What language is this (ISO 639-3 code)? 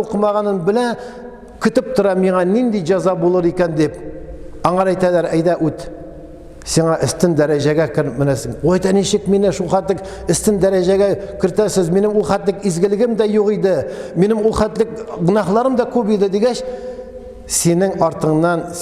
tat